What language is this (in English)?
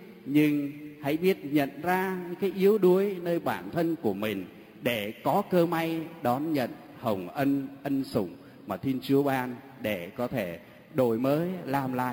Vietnamese